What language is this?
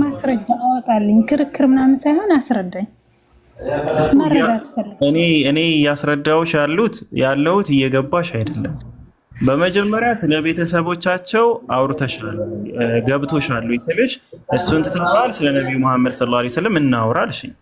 Amharic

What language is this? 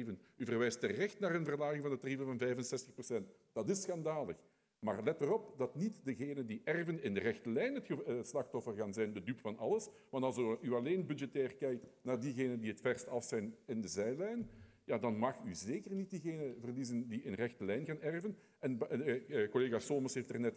Dutch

